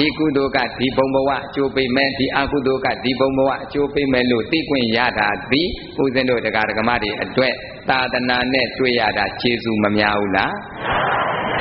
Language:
Burmese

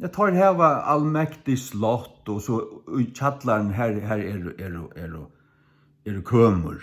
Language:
Faroese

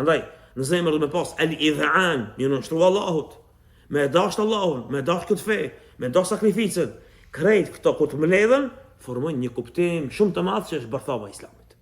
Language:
Albanian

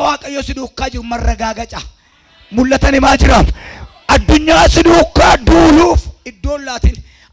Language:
Oromo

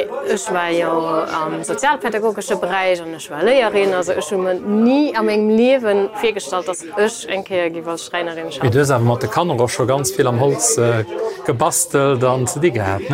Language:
Luxembourgish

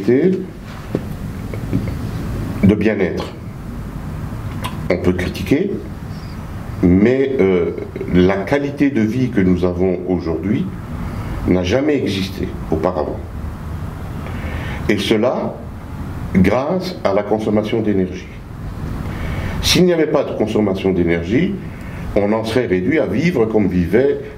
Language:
French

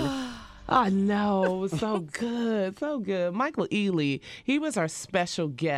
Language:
English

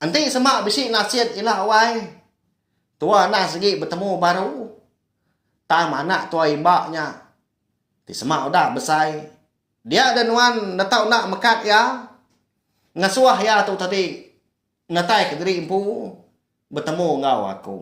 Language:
Iban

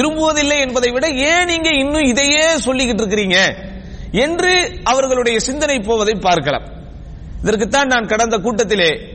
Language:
Tamil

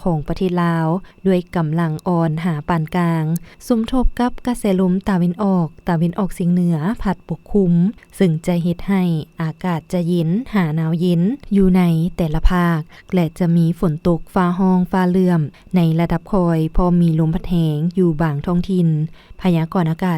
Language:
Lao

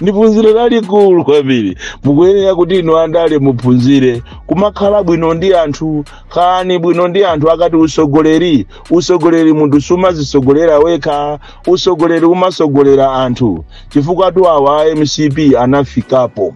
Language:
Nyanja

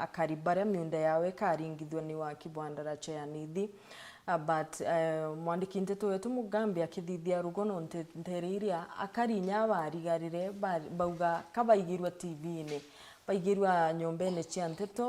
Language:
Meru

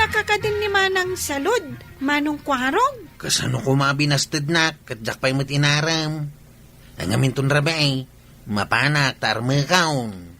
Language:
Iloko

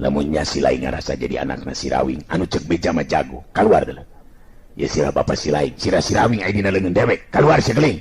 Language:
Sundanese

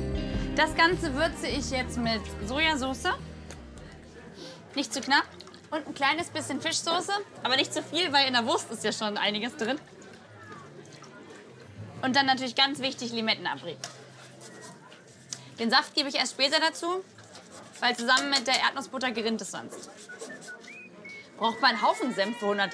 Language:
German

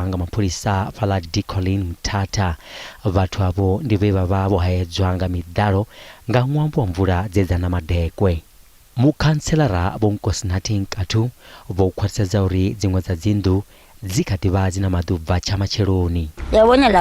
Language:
Venda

